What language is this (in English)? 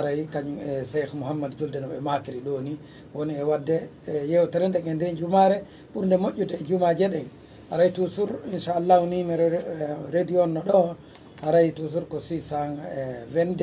Pular